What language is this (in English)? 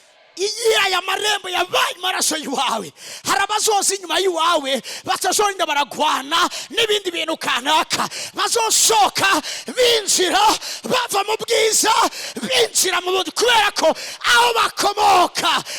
Rundi